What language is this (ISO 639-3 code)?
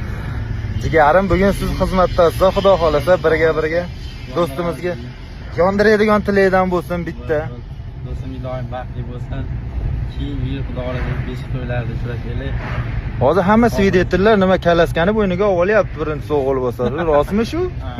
uzb